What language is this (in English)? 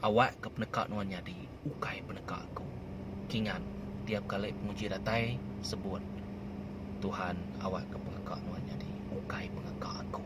Iban